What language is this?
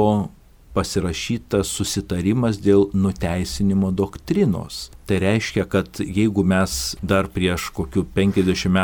Lithuanian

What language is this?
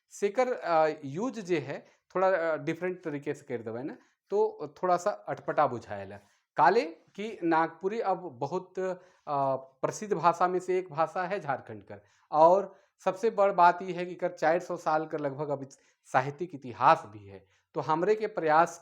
Sadri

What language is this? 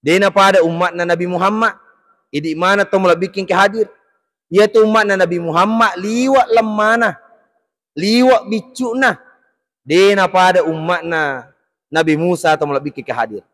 Buginese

